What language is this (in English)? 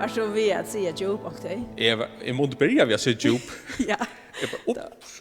Faroese